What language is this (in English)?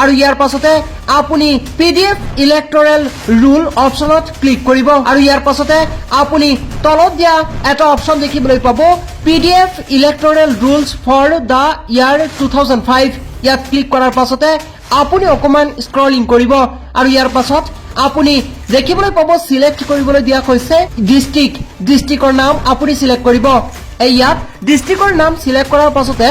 Assamese